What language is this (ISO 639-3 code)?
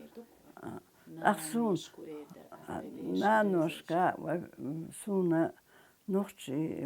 che